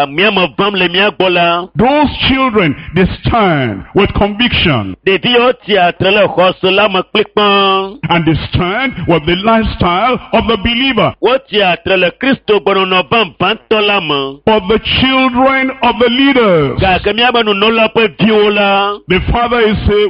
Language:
Ewe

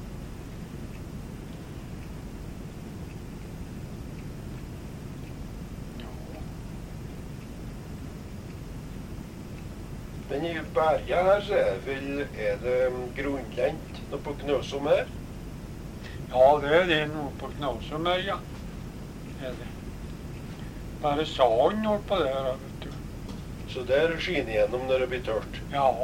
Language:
Norwegian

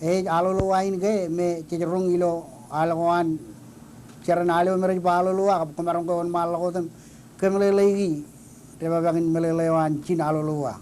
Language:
Marshallese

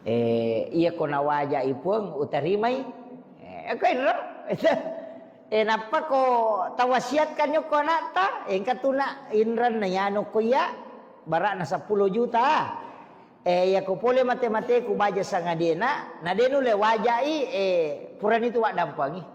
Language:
Buginese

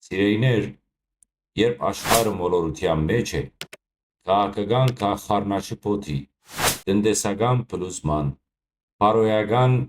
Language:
Western Armenian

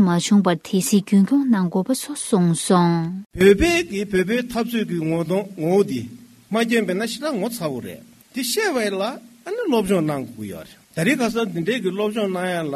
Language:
Tibetan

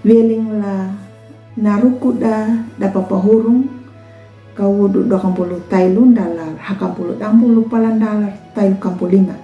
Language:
Anakalangu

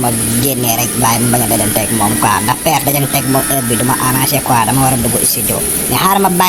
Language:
Wolof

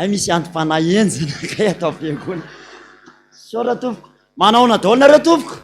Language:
Malagasy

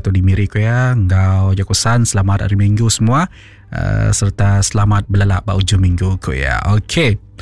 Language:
Iban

